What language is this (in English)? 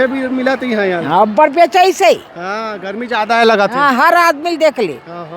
Chhattisgarhi